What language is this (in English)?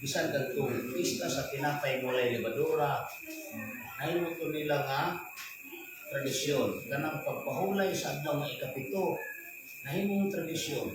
Cebuano